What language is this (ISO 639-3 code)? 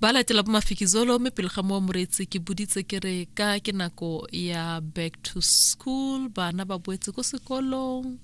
tsn